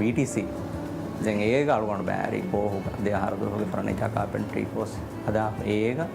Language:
Divehi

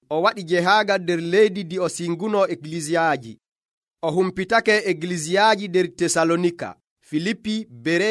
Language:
Nigerian Fulfulde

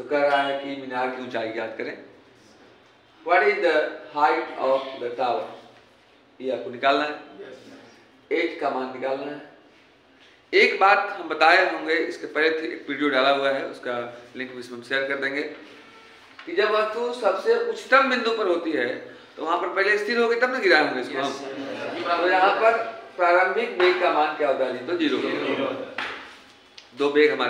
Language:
Hindi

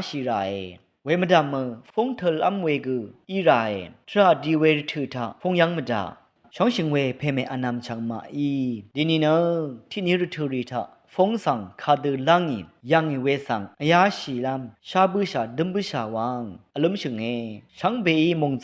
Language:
Rawang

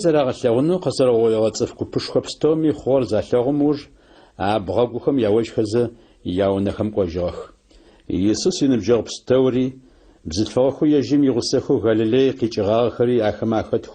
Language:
Adyghe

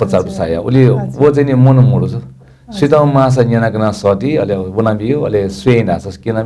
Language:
Newari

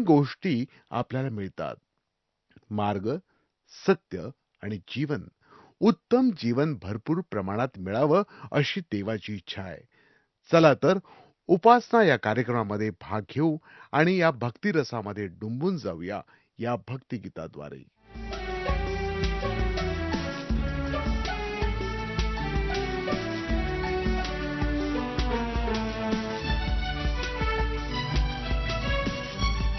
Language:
Marathi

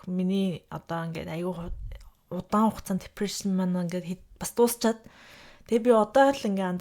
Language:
Mongolian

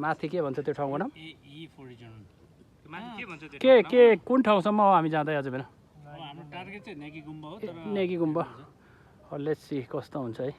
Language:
Nepali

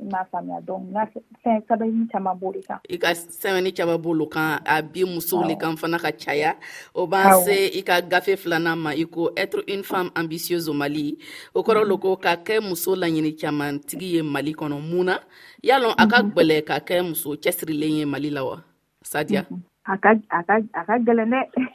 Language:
Dyula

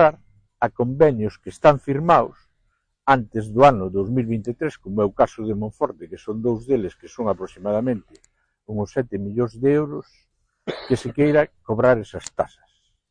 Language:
Galician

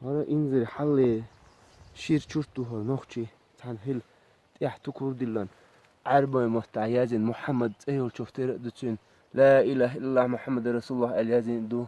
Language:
Chechen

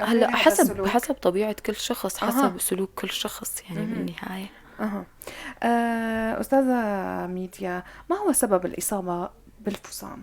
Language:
North Levantine Arabic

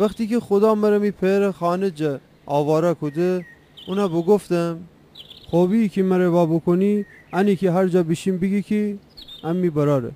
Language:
Gilaki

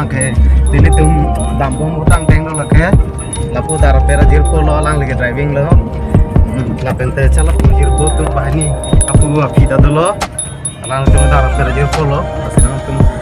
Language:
Karbi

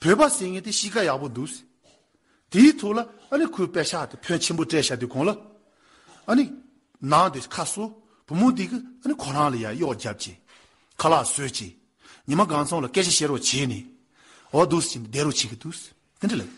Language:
Tibetan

